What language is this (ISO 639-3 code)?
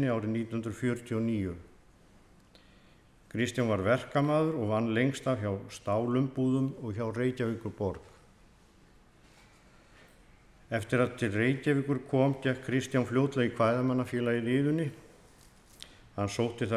isl